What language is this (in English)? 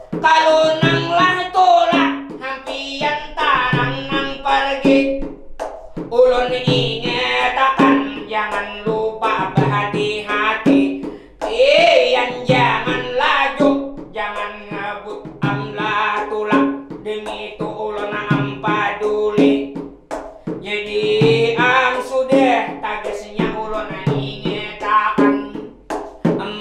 Banjar